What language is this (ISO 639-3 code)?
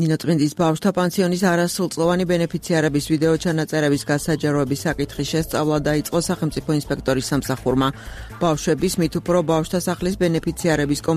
kat